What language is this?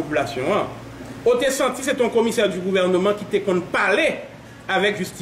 Haitian Creole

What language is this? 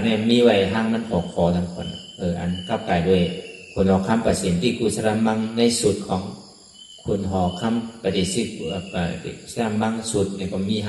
Shan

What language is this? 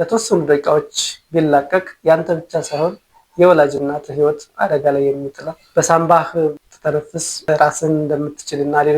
Amharic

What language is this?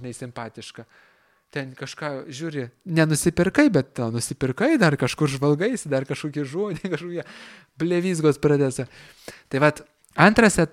Lithuanian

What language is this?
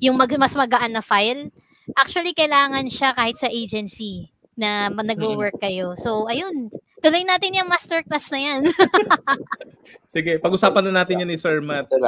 Filipino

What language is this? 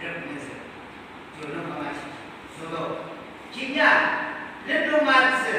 Yimchungru Naga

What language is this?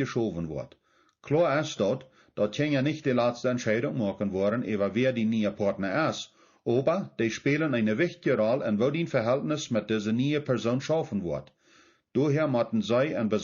Plautdietsch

